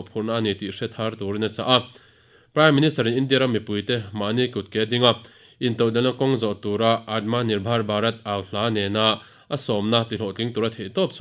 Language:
Mizo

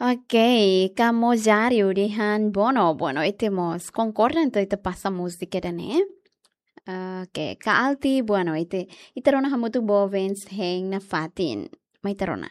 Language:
Tetum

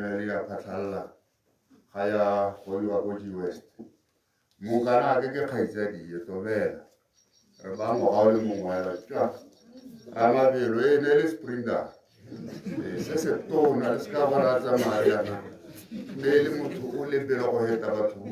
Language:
Tswana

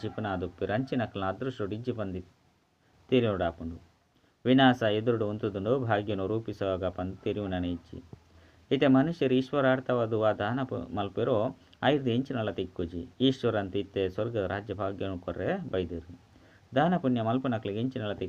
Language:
Tulu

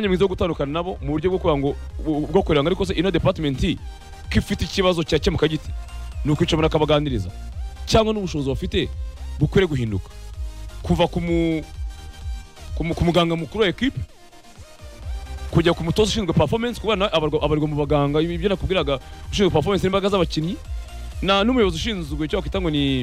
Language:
Kinyarwanda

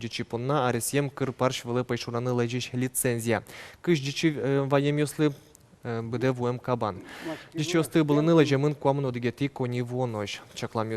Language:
Udmurt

